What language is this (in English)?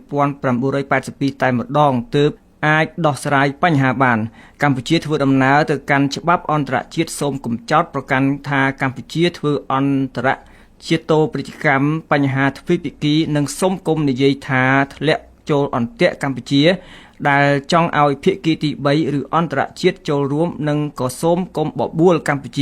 Khmer